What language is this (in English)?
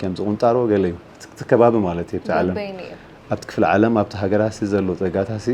Tigrinya